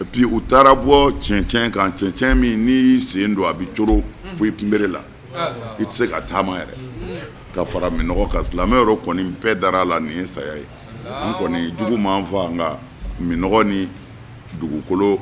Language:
Bambara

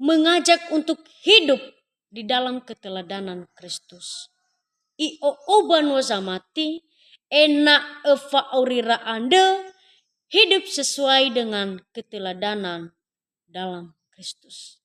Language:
Nias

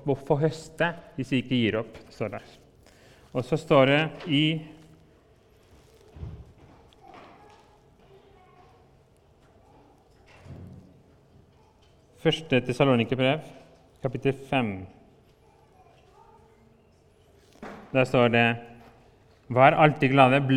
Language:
Norwegian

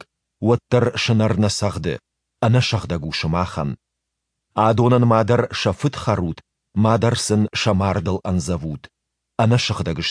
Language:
Ossetic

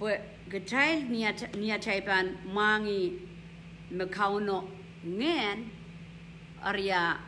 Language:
Pohnpeian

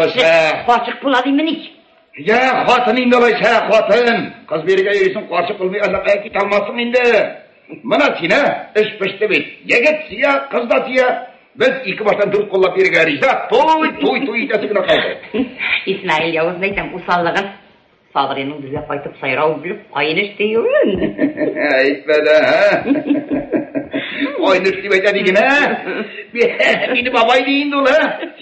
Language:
Tatar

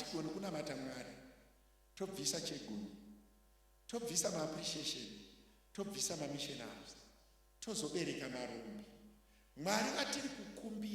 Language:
Shona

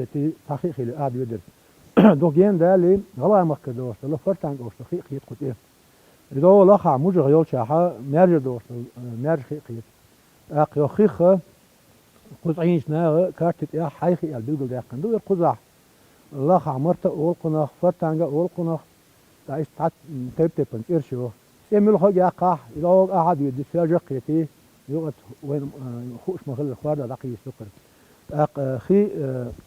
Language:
Chechen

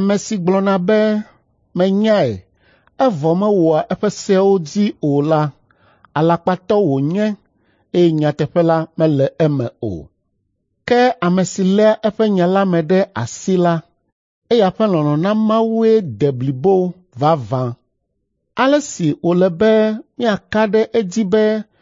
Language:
Ewe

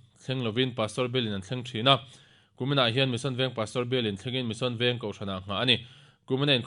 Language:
Mizo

